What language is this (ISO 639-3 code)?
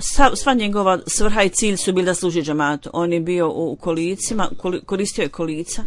hrv